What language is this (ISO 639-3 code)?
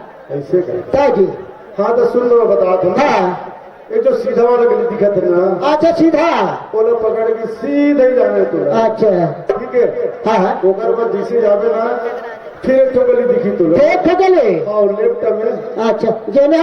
hne